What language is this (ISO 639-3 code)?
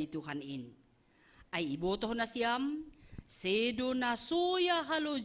bts